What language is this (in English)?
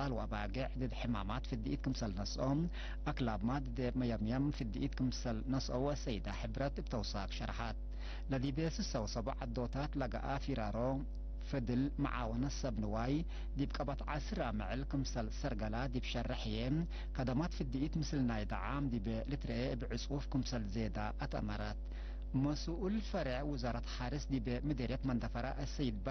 Tigre